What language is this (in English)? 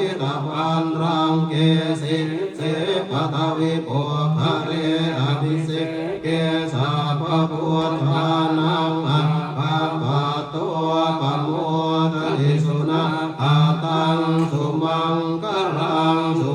Pali